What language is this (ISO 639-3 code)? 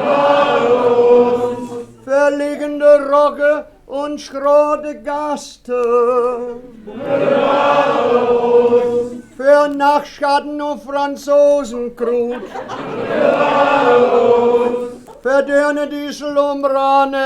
wep